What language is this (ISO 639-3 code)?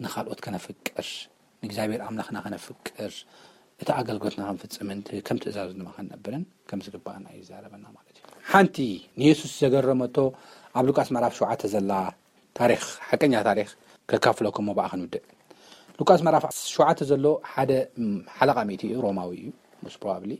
tir